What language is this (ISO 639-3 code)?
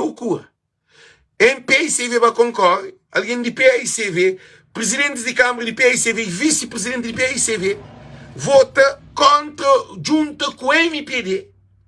kea